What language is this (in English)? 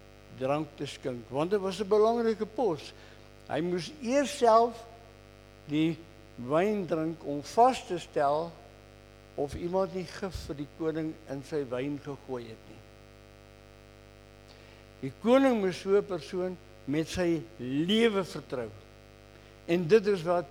Afrikaans